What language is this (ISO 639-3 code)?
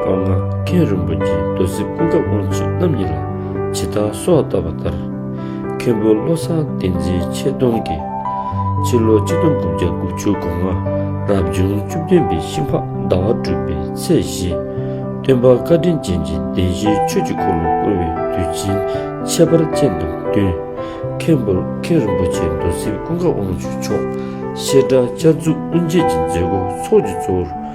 bod